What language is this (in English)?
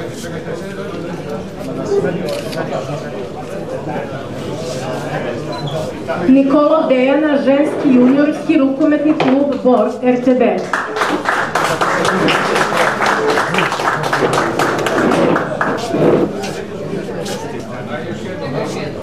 Serbian